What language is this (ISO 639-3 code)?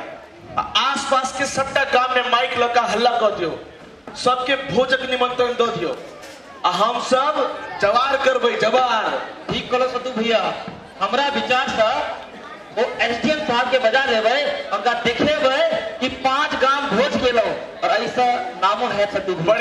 mai